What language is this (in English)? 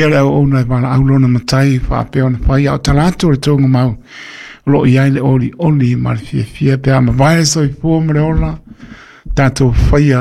Samoan